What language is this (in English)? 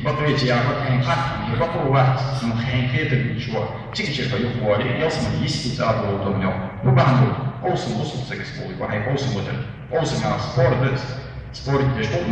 Ingush